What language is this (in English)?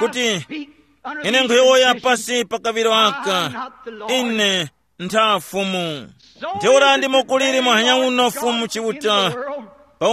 Tumbuka